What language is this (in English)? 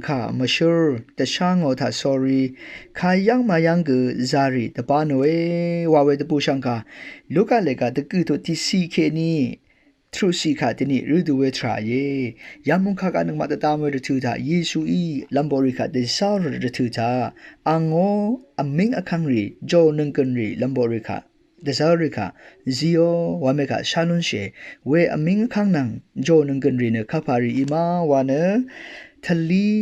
Rawang